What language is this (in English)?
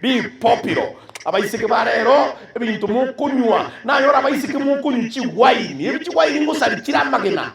Gusii